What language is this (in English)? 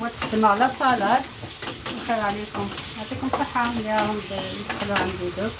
Algerian Arabic